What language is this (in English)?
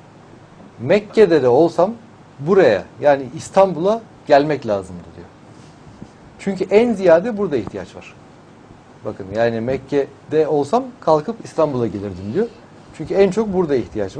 Turkish